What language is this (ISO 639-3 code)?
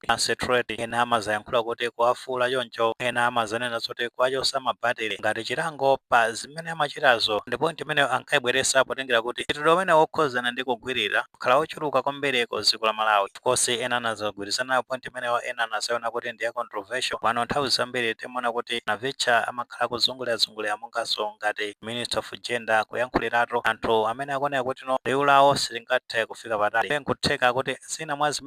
nya